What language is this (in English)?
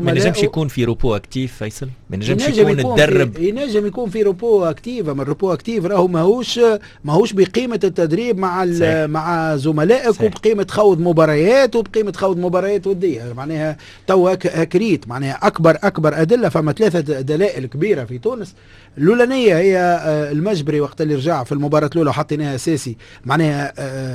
Tunisian Arabic